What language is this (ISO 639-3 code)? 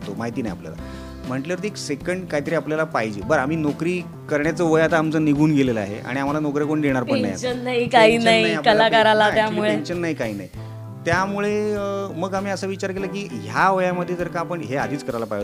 mar